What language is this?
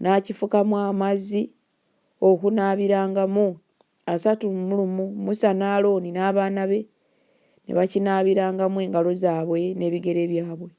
Ganda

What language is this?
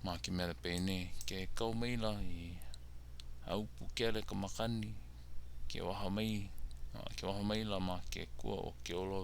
Hawaiian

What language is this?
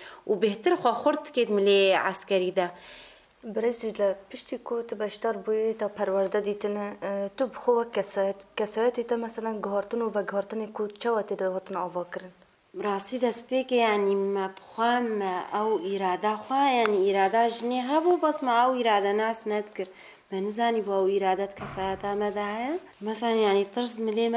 Kurdish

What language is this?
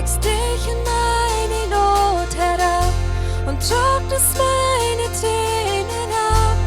Plautdietsch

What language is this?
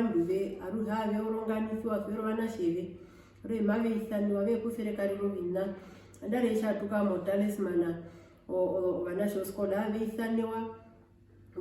Herero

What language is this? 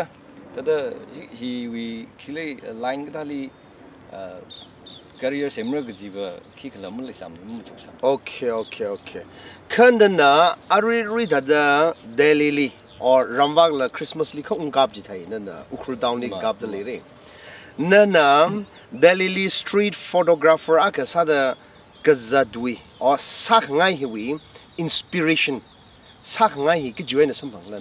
Tangkhul Naga (India)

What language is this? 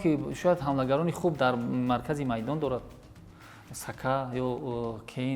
Tajik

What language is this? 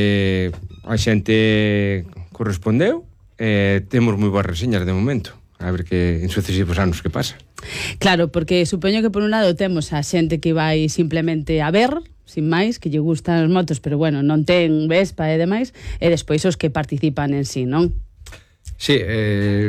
Galician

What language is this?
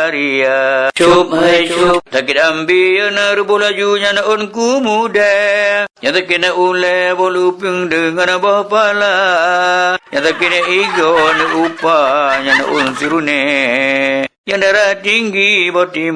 Achinese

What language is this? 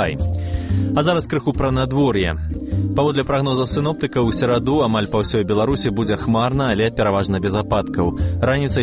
Belarusian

